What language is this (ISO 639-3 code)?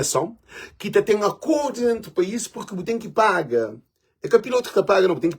kea